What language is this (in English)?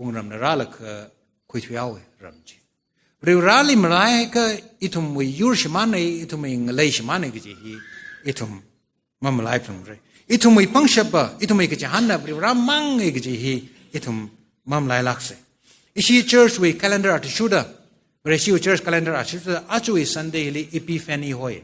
Tangkhul Naga (India)